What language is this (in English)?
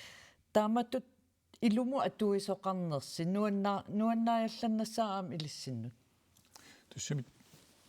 Kalaallisut